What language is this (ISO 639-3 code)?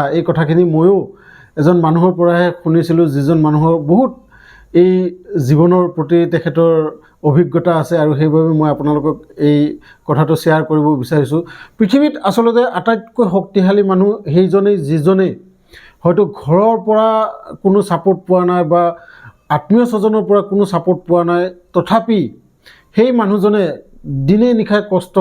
asm